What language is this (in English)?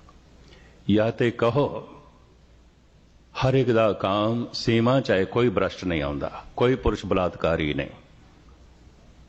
Punjabi